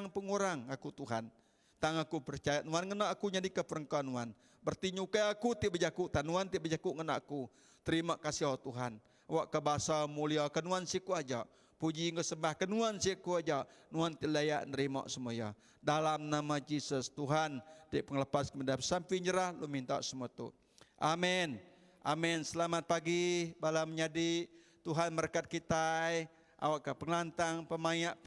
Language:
Iban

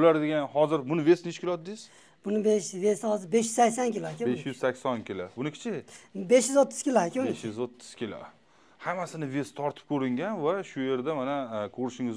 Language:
Uzbek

